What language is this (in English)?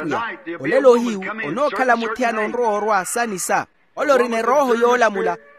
Makhuwa